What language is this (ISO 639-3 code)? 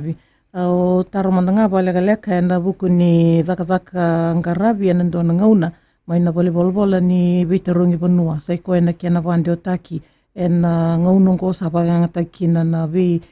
fij